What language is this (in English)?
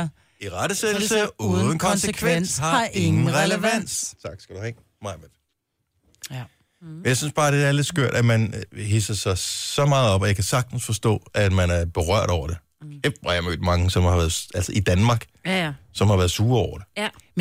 Danish